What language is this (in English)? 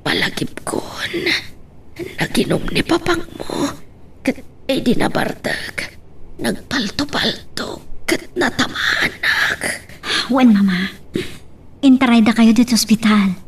Iloko